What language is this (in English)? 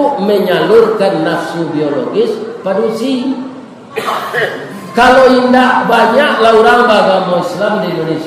Minangkabau